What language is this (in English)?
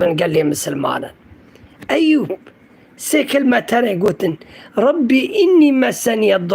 Kurdish